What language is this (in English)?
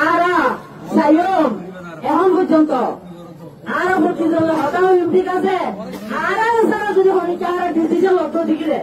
Rohingya